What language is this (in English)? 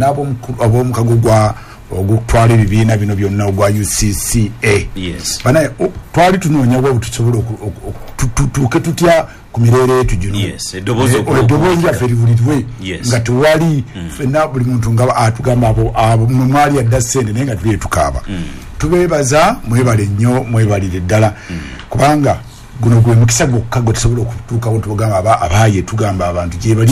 Ganda